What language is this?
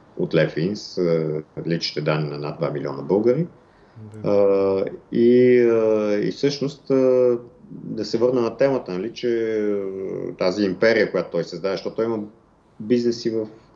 Bulgarian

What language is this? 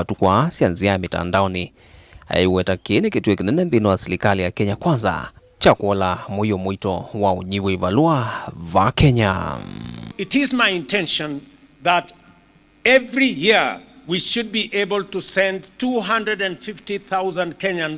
Kamba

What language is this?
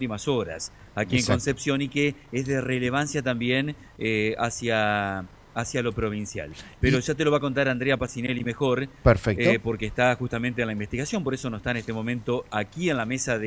Spanish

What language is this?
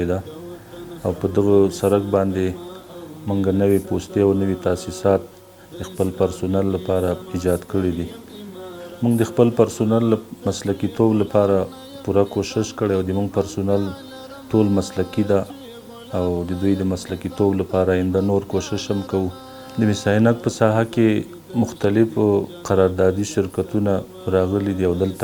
Pashto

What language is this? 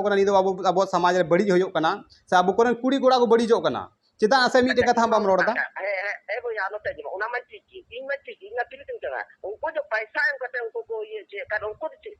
Santali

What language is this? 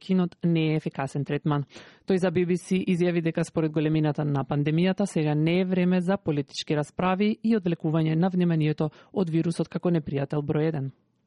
Macedonian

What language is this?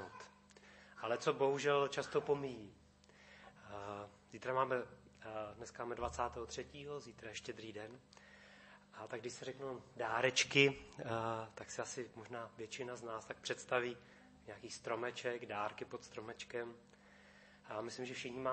Czech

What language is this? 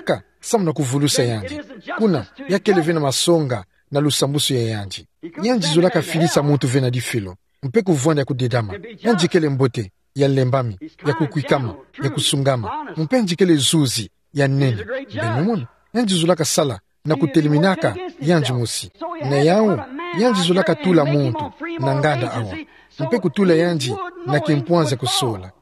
Kituba (Democratic Republic of Congo)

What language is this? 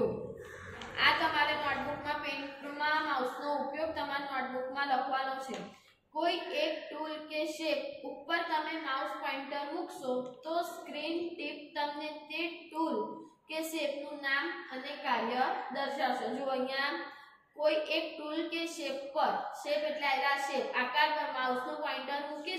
Gujarati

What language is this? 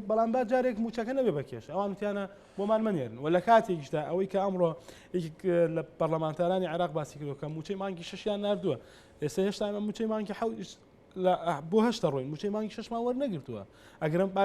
Central Kurdish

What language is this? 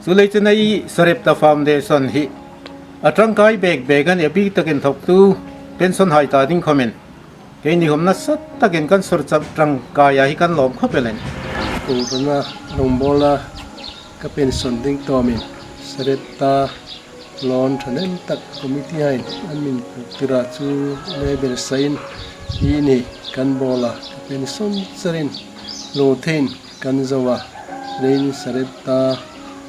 Hmar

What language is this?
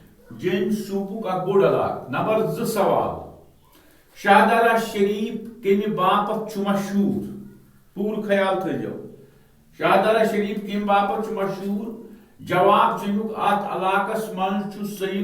Kashmiri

